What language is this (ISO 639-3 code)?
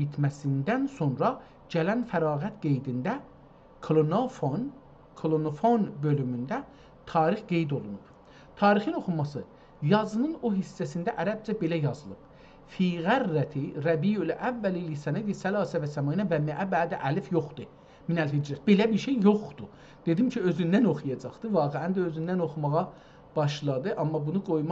azb